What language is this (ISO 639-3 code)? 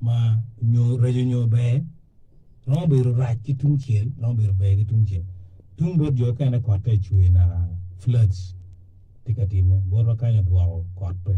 ach